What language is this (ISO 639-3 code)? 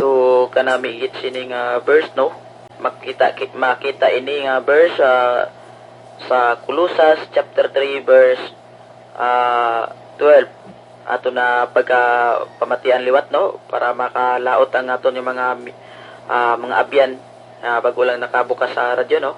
hil